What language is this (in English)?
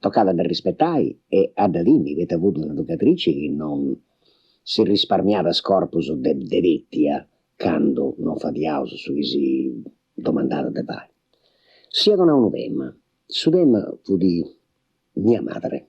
Sardinian